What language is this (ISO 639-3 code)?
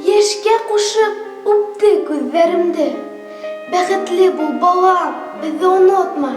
bak